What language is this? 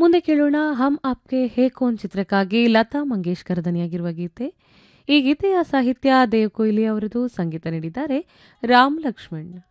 Kannada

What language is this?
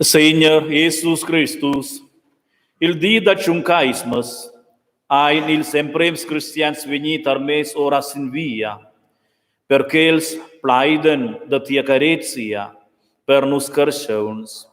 Romansh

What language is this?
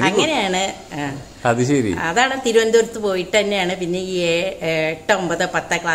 Malayalam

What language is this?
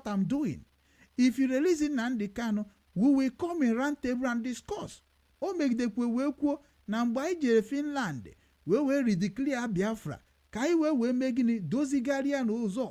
Igbo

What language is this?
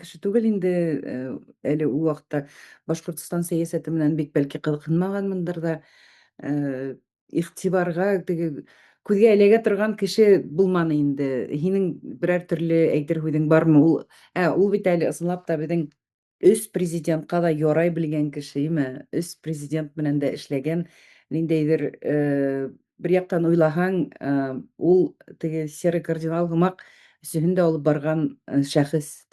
Bashkir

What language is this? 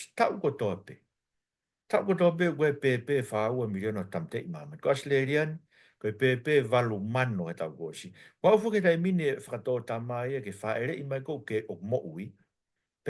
Tongan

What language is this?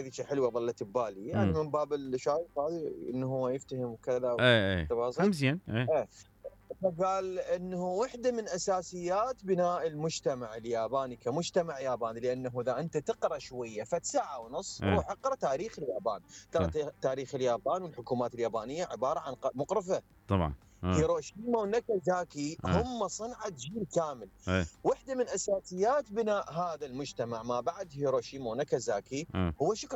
Mesopotamian Arabic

